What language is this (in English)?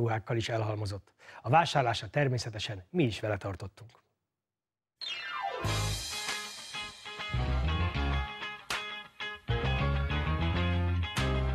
Hungarian